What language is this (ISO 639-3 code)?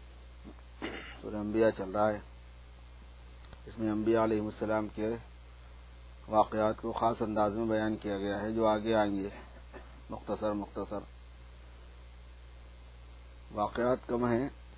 urd